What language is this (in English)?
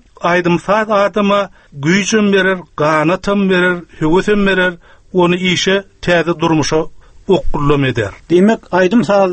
Turkmen